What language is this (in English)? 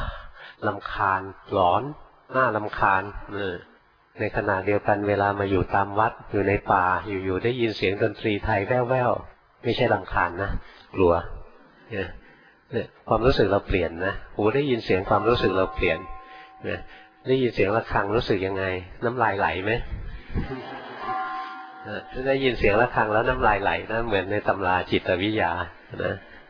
Thai